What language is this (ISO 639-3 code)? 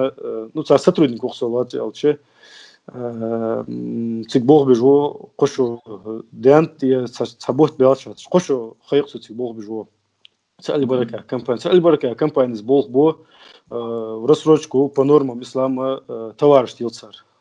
inh